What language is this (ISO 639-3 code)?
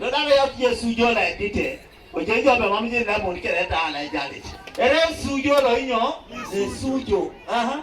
teo